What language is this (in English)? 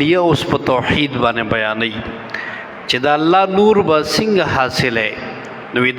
Pashto